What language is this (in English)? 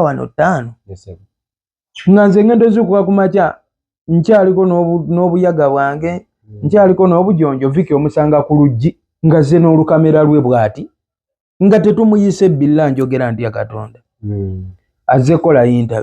Ganda